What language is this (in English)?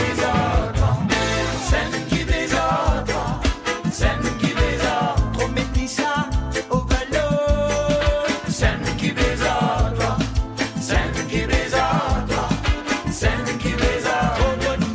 Morisyen